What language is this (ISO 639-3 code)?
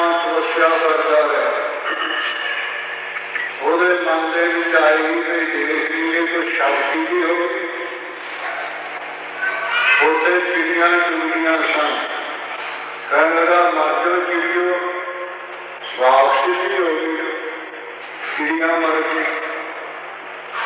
pan